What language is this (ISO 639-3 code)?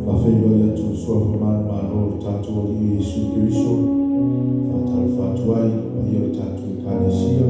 smo